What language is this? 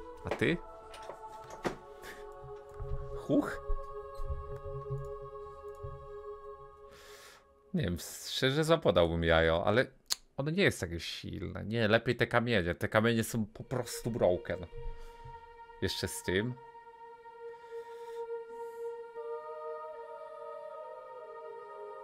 Polish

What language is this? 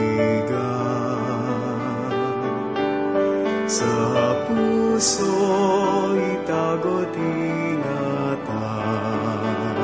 Filipino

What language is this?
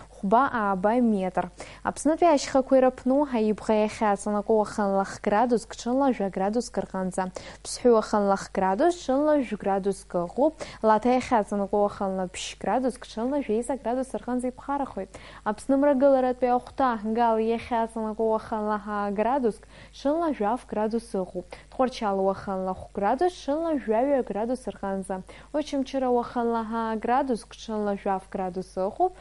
Abkhazian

